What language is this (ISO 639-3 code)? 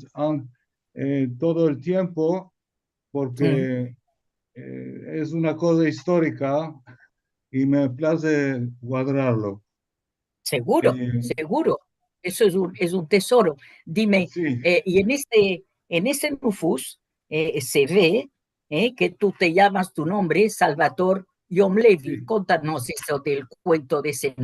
lad